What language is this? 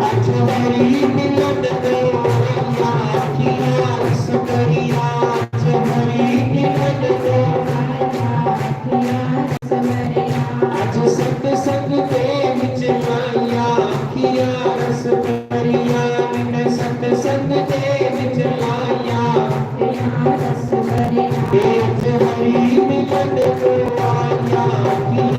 Dogri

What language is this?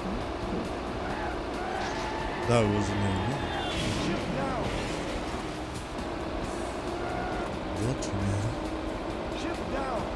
English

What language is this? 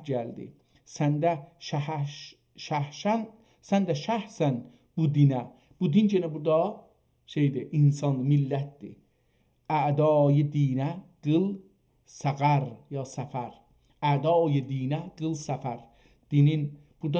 South Azerbaijani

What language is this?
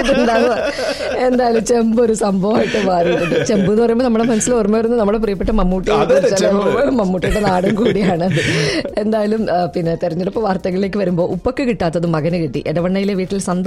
Malayalam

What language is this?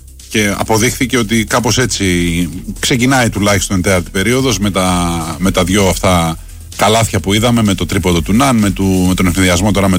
Greek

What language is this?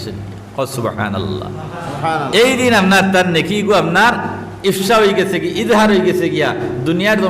Sylheti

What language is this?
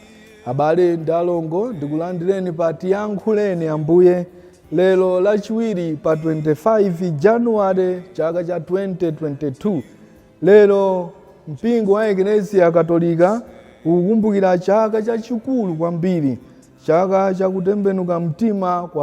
Nyanja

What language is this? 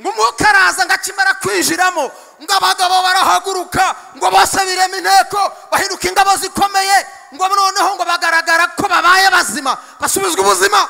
Kinyarwanda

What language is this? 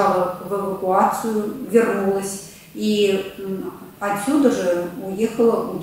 Russian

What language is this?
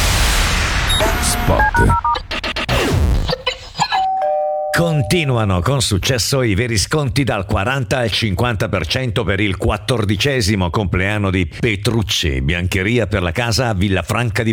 Italian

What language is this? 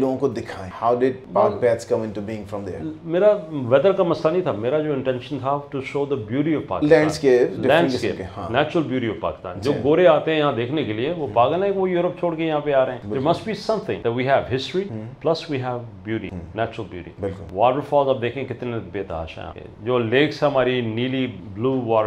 Urdu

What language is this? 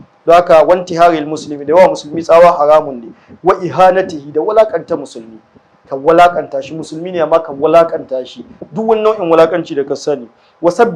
Hausa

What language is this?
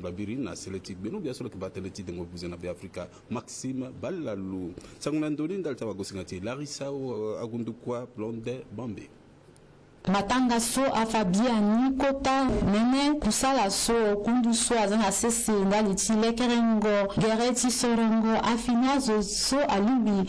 Sango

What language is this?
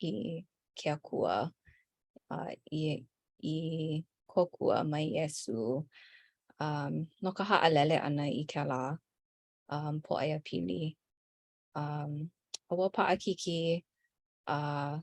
Hawaiian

